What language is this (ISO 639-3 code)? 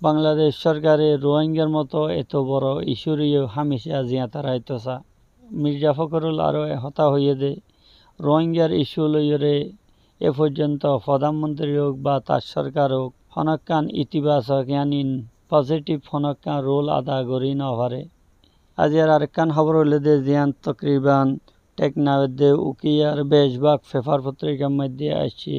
rhg